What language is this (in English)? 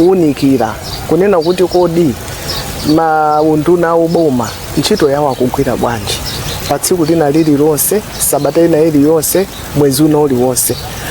Nyanja